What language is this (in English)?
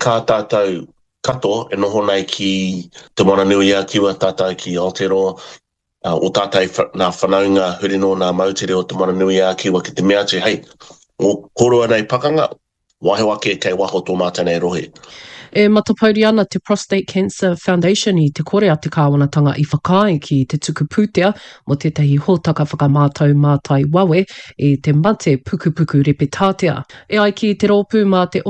Māori